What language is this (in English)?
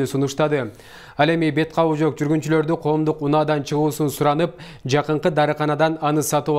Kyrgyz